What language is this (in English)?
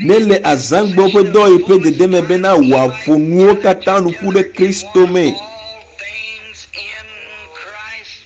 Ewe